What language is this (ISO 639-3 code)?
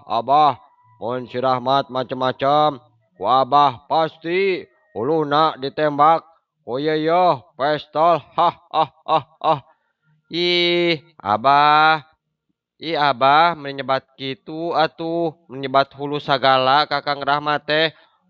sun